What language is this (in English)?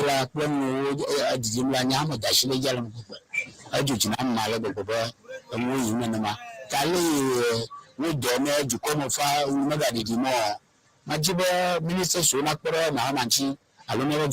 Ewe